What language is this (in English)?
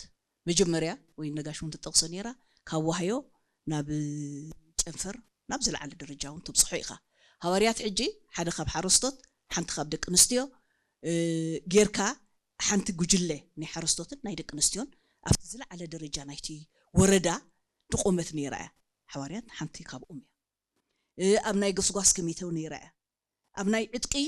Tigrinya